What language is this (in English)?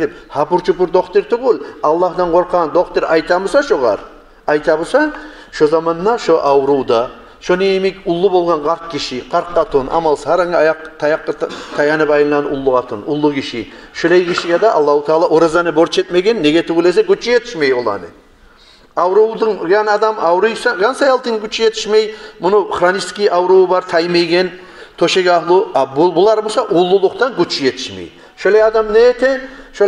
Kumyk